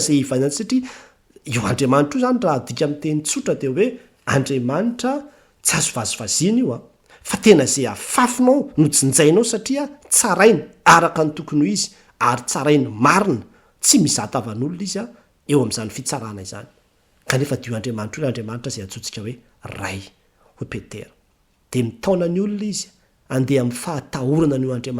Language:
Malagasy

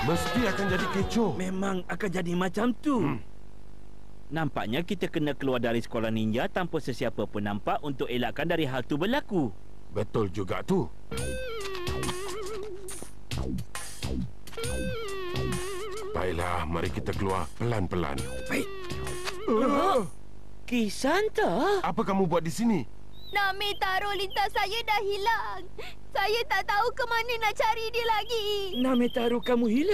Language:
Malay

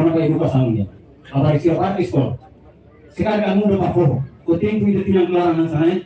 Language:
Tetum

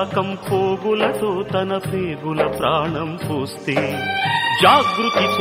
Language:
Telugu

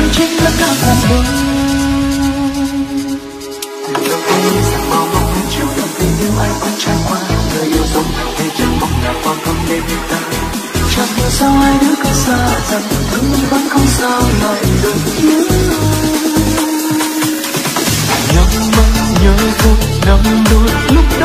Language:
Vietnamese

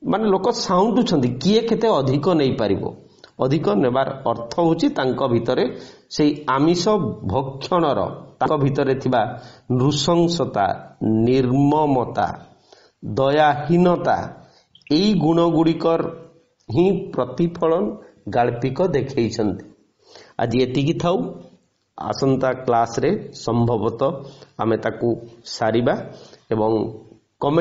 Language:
Odia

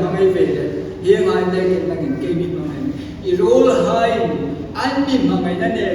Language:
Hmar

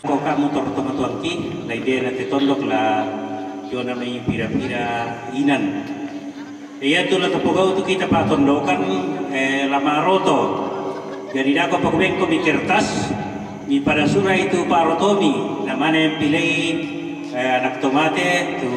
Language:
Toraja-Sa'dan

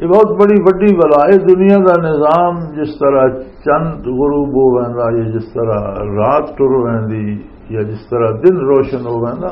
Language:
Western Panjabi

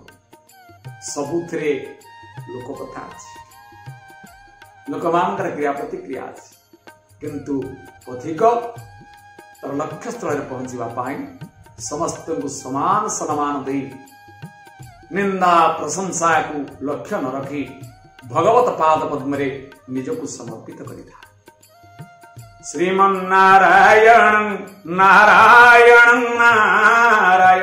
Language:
Odia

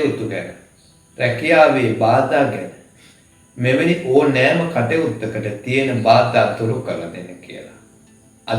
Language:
Sinhala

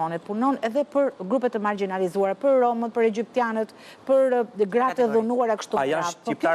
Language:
Albanian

